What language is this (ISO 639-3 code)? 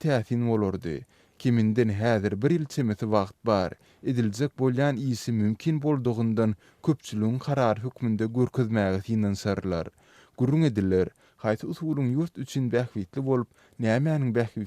tuk